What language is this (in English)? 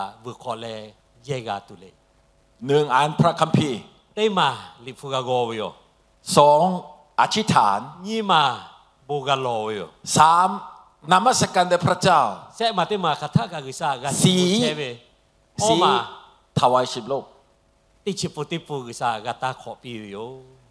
Lahu